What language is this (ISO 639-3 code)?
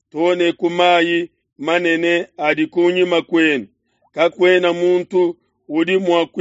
lua